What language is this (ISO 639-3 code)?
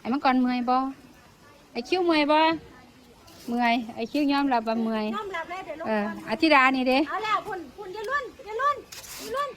tts